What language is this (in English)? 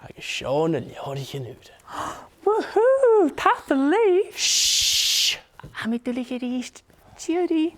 Scottish Gaelic